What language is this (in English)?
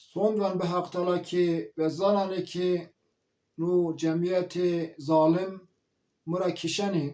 Zaza